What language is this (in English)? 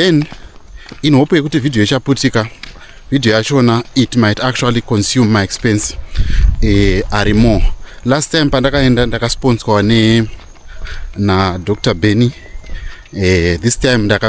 Shona